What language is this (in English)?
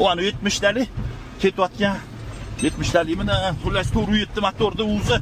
Uzbek